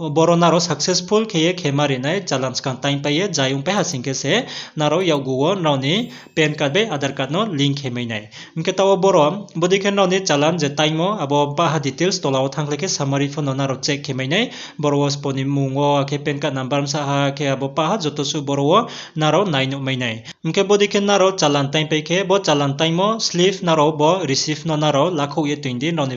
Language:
Riang (India)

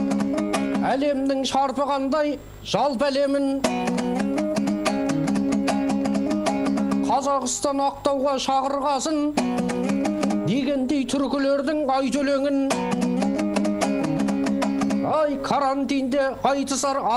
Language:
Kazakh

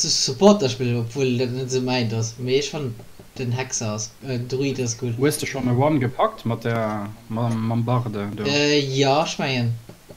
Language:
Luxembourgish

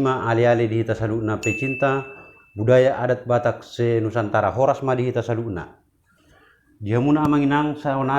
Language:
Batak Toba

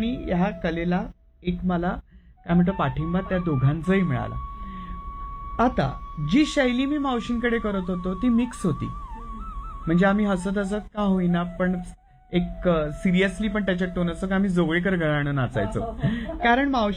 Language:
Marathi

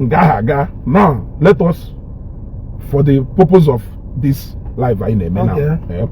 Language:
Igbo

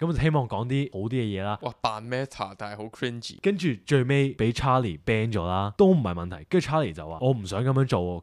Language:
Cantonese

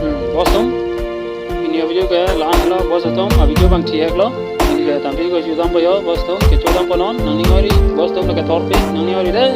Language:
Karbi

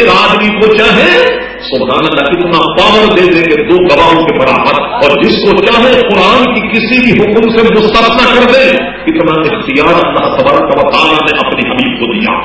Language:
Urdu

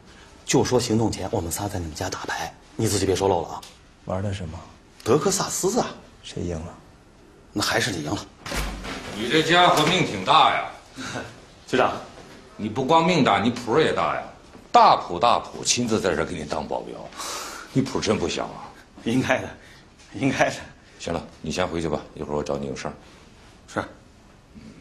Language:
Chinese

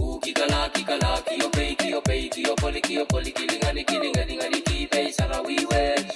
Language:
Pohnpeian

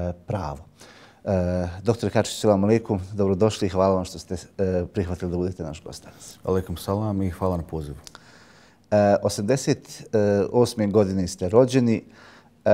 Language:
Bosnian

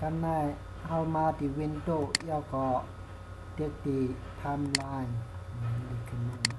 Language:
Shan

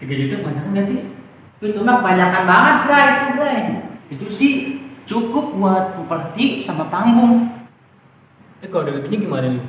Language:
Betawi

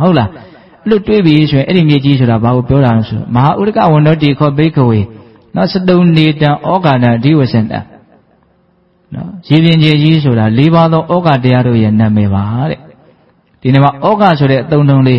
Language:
Burmese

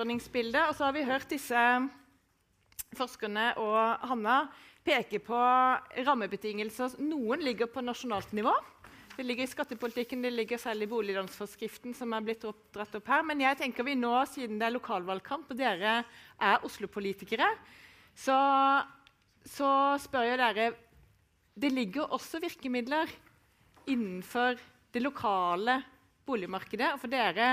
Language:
Norwegian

